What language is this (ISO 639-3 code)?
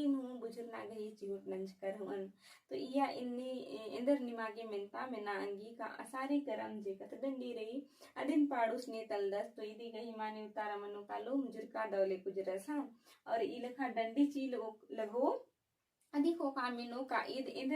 kru